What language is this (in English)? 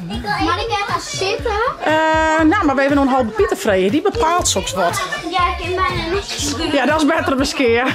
Western Frisian